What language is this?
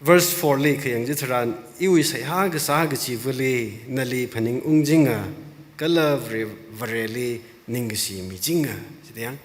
Tangkhul Naga (India)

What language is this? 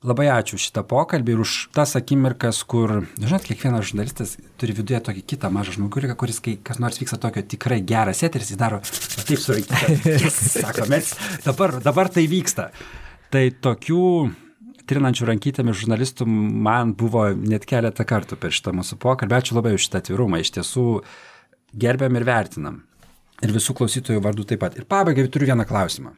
Lithuanian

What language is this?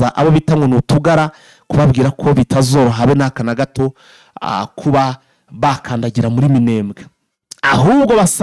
Kinyarwanda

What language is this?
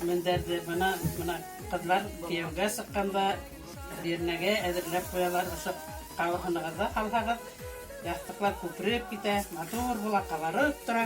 Bashkir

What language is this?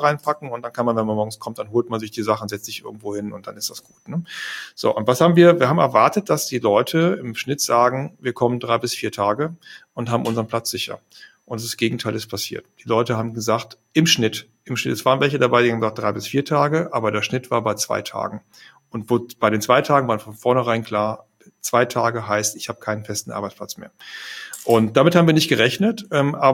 German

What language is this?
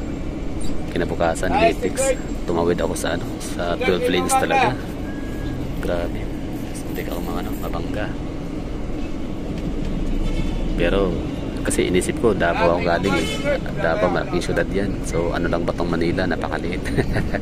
Filipino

